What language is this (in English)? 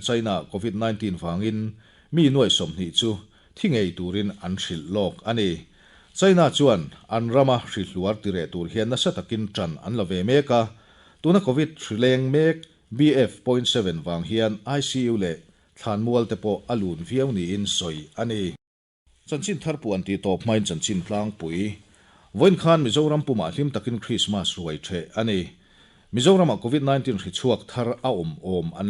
Mizo